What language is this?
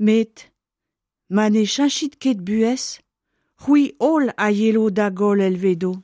Breton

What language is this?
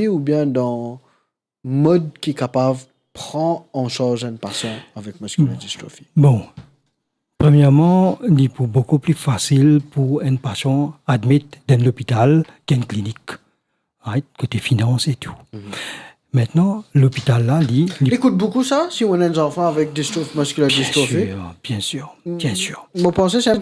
Morisyen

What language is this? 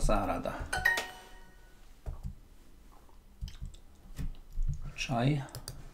Slovak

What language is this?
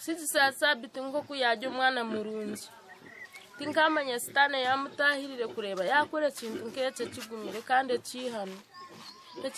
Nyankole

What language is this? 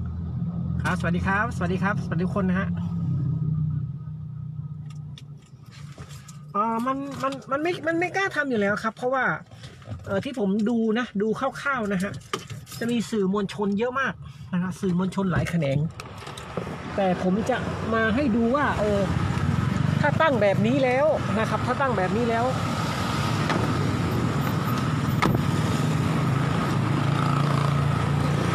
Thai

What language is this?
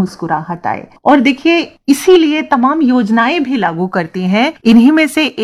Hindi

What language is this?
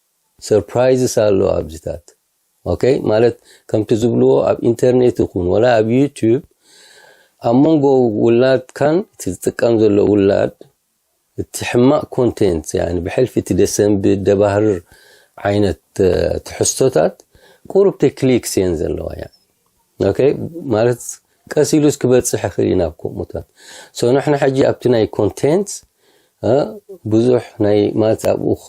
Tigrinya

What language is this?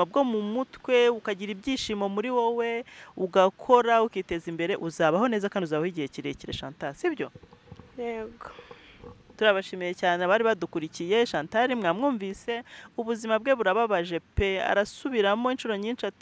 Kinyarwanda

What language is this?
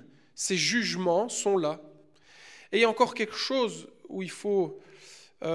French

